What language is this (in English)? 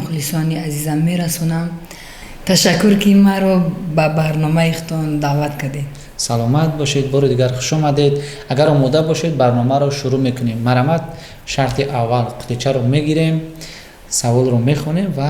Tajik